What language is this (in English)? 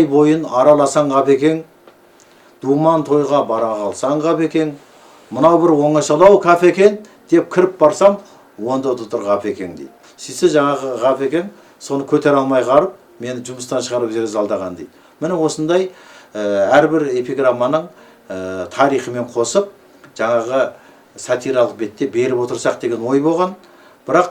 Kazakh